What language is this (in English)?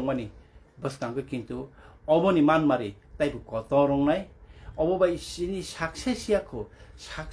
Kok Borok